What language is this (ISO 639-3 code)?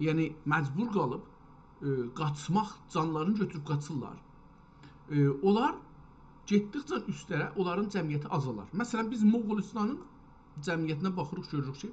azb